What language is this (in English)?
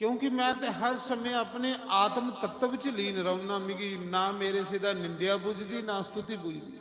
Dogri